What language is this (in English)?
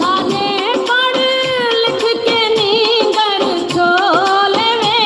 Saraiki